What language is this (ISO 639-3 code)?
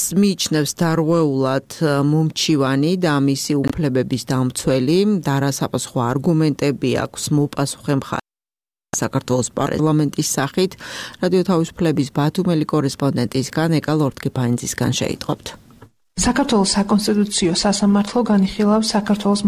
kat